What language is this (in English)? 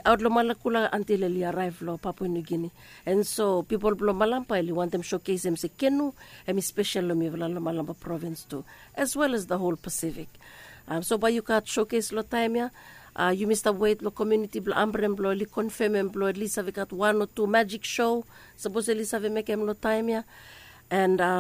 Bislama